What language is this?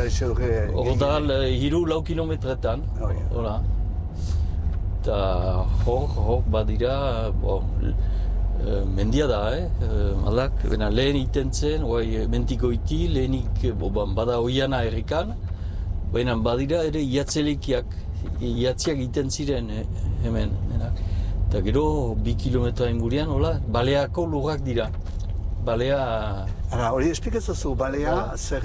Basque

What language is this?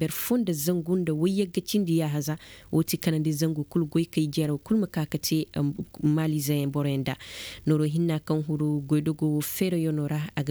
Koyraboro Senni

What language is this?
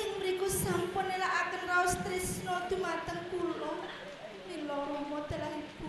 Javanese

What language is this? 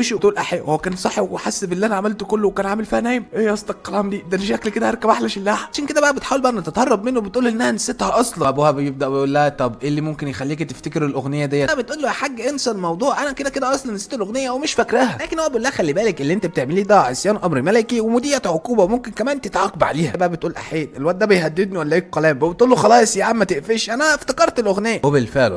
Egyptian Arabic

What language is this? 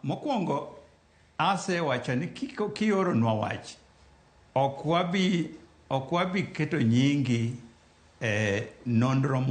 Luo (Kenya and Tanzania)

